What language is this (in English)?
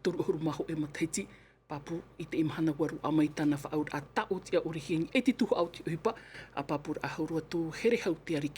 Tahitian